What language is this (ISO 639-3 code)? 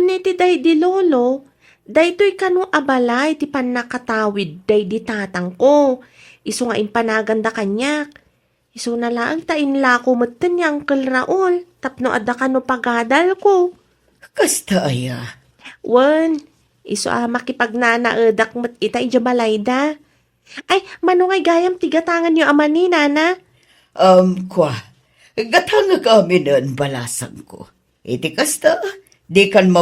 ilo